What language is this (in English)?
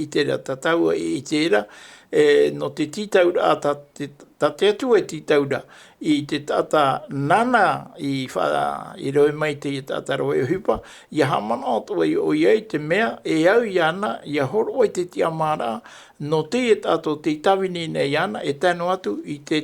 Tahitian